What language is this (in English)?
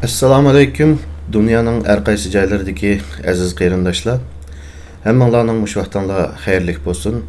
Uyghur